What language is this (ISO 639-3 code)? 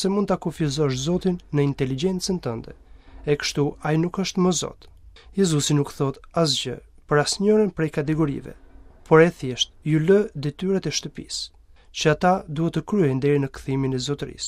sqi